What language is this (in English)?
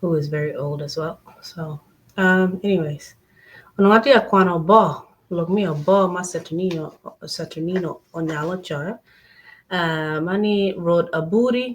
Acoli